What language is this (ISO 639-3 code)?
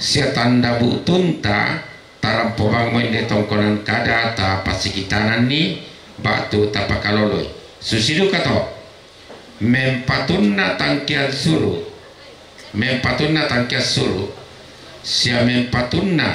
sda